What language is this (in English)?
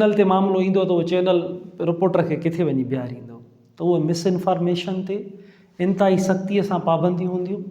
Sindhi